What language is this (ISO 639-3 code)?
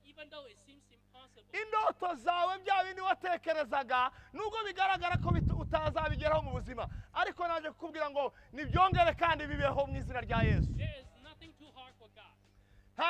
kin